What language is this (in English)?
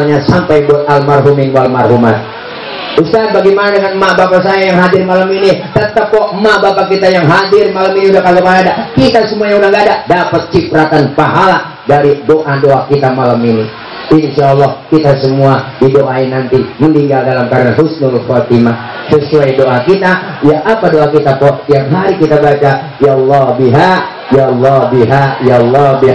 Betawi